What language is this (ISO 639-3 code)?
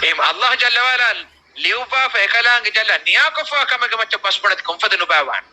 div